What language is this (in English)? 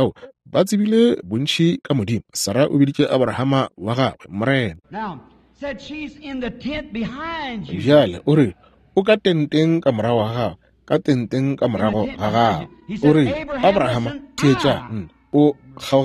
Northern Sotho